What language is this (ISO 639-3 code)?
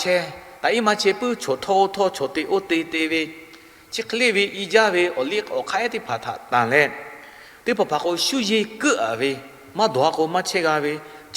lhu